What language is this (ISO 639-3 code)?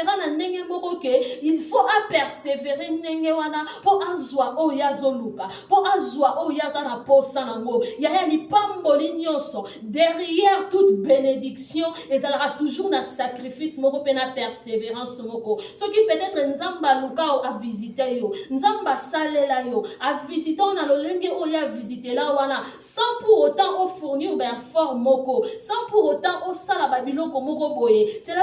lin